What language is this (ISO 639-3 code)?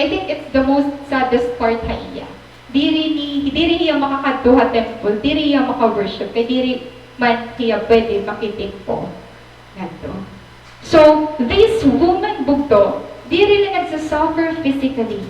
war